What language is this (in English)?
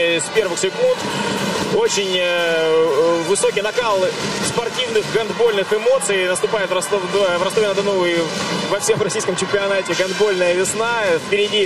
Russian